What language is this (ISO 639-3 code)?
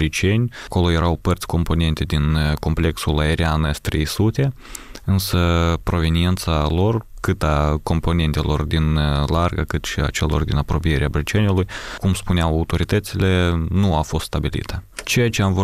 ron